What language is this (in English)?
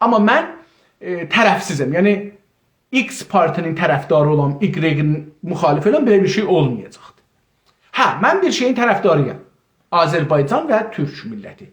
South Azerbaijani